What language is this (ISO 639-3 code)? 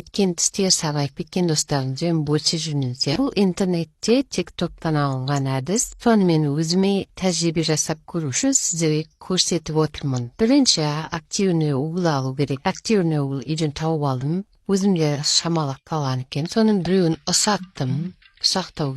kaz